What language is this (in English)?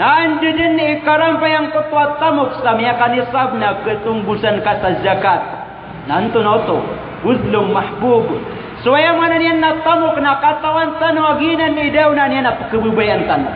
Maranao